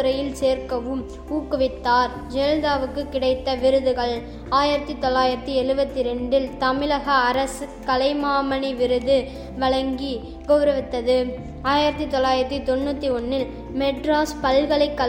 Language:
Tamil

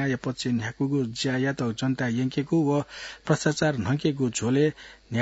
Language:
Newari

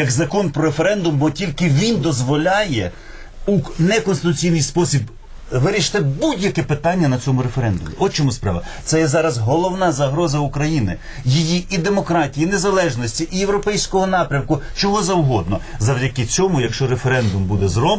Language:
Ukrainian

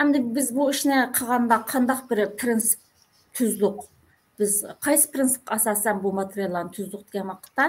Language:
Uyghur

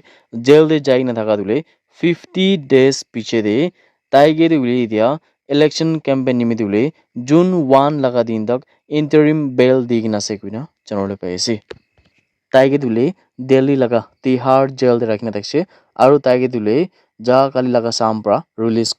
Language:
Naga Pidgin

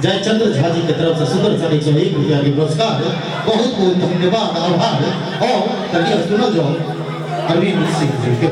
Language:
Maithili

